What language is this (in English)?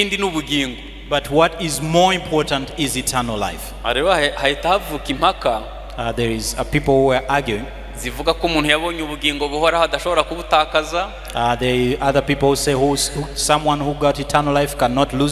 Kinyarwanda